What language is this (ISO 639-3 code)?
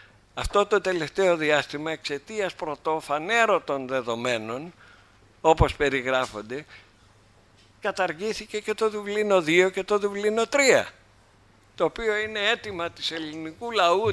ell